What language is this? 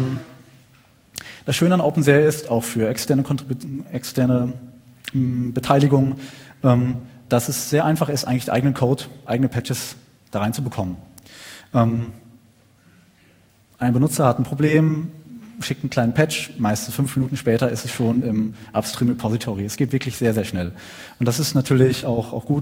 German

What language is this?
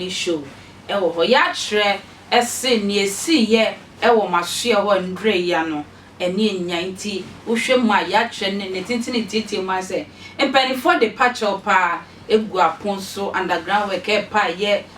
Akan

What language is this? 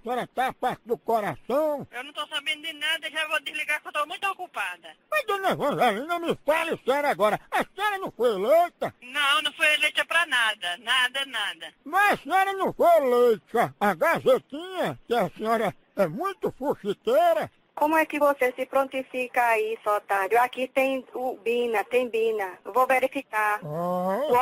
Portuguese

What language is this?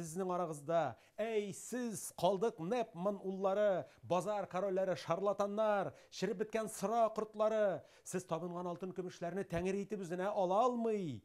Tatar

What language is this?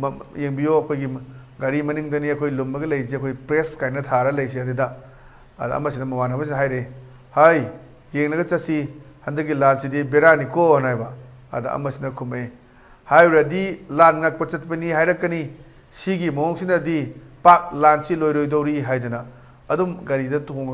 Manipuri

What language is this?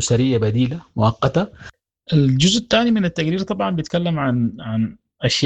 Sudanese Arabic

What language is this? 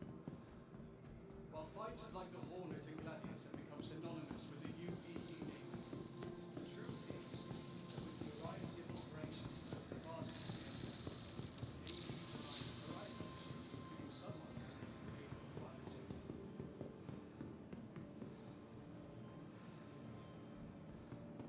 English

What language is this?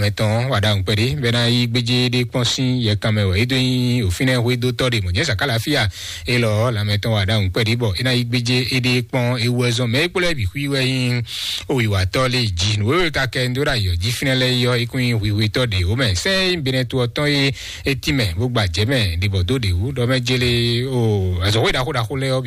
Fon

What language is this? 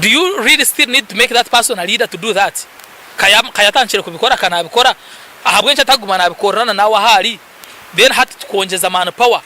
Nyankole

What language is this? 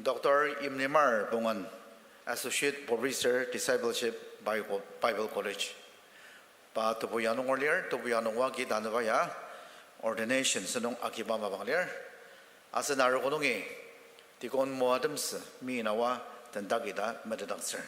Ao Naga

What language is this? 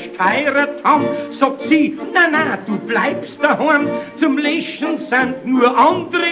Bavarian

